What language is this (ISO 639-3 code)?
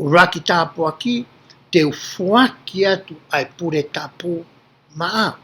ton